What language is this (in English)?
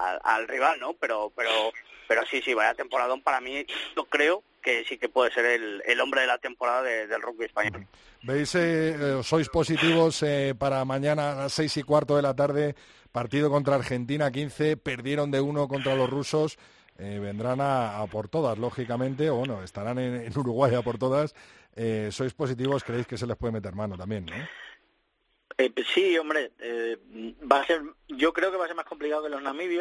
Spanish